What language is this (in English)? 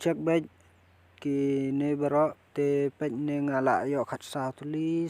Khasi